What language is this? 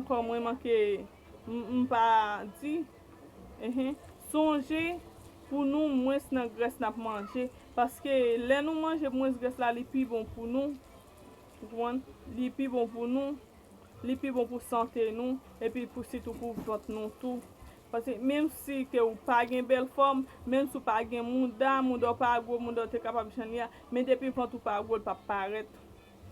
Haitian Creole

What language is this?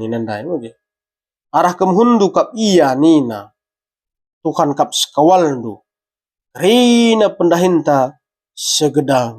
Batak Karo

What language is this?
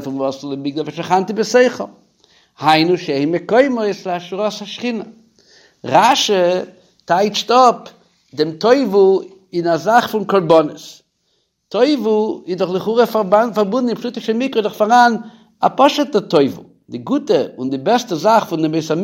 Yiddish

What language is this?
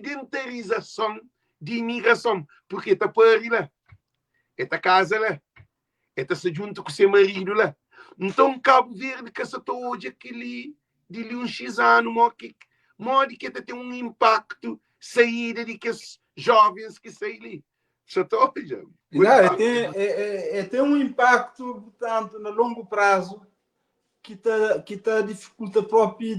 Kabuverdianu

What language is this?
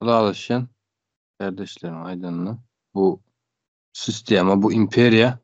Turkmen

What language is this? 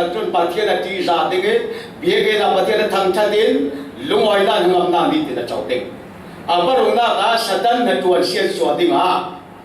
Falam Chin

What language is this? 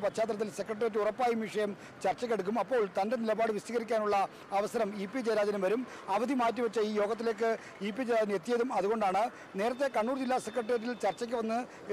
Malayalam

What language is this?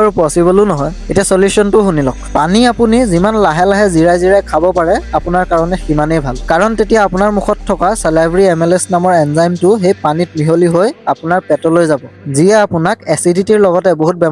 Assamese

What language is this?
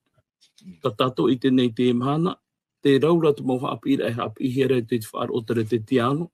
Tahitian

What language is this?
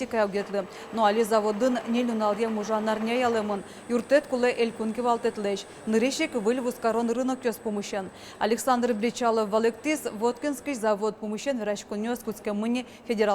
Udmurt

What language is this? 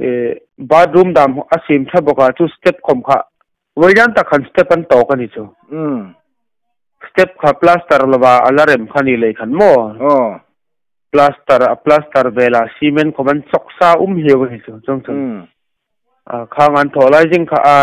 Hmar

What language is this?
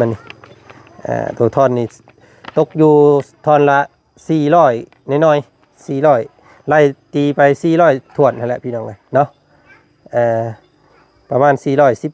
Lao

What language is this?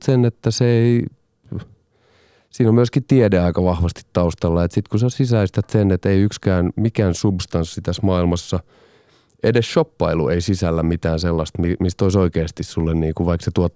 Finnish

